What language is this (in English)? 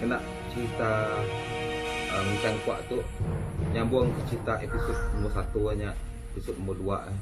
Iban